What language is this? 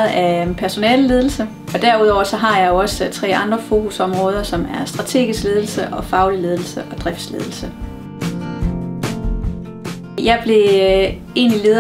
Danish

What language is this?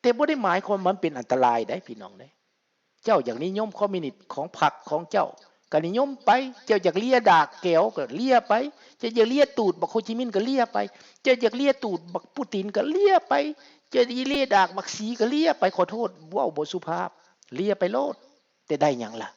Lao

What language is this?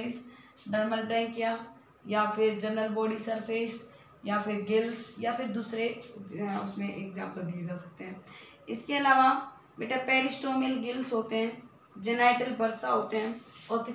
Hindi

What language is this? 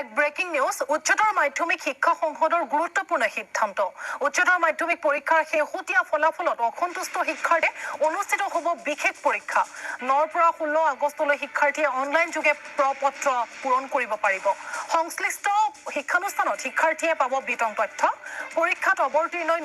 Assamese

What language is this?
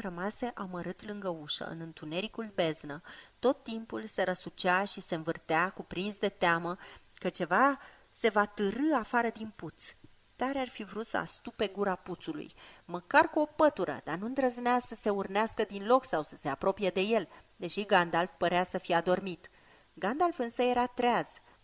Romanian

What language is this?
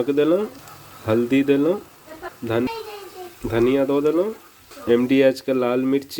Maithili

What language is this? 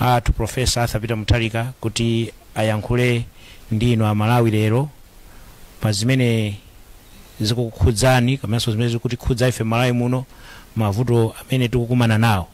Nyanja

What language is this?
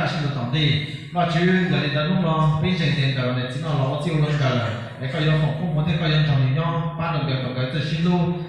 Hmong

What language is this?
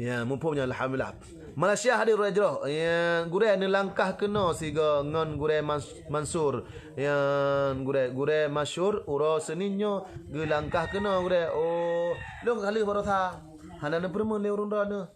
Achinese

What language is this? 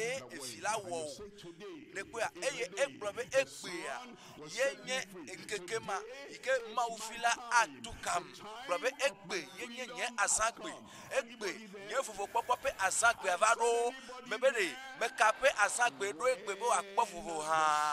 Ewe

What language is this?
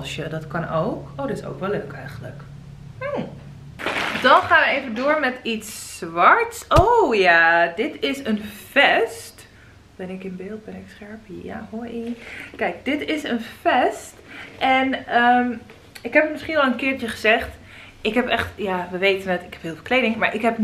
Dutch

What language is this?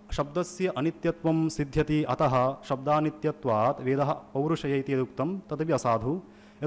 Sanskrit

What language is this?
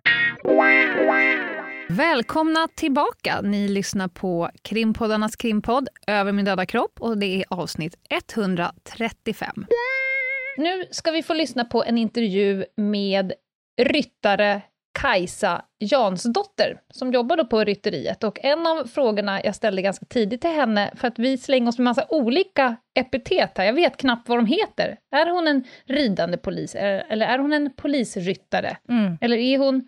Swedish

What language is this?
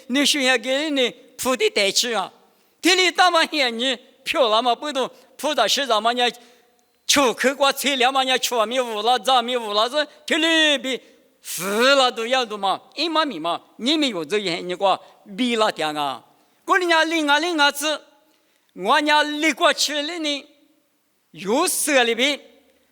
Lisu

